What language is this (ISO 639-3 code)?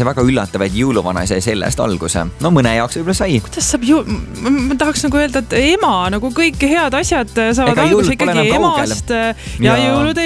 est